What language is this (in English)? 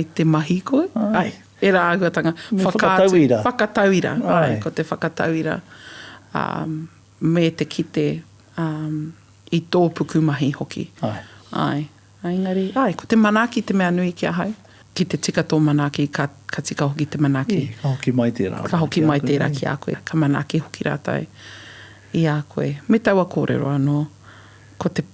Māori